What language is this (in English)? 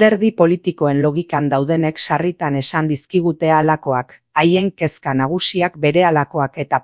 Basque